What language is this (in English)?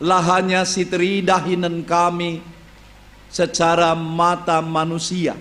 Batak Karo